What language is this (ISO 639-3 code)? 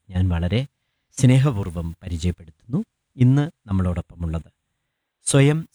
mal